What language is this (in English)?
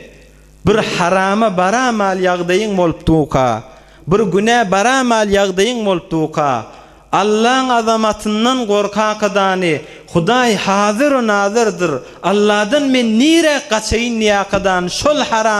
Turkmen